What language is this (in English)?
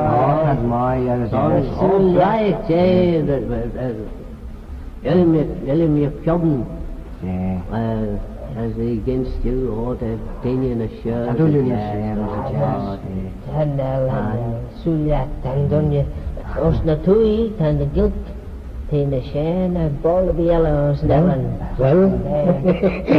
Manx